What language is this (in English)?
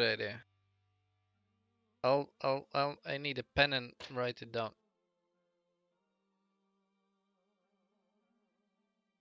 English